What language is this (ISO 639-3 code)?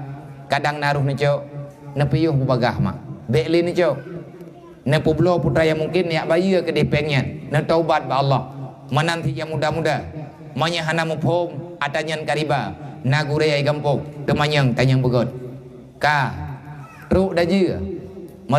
ace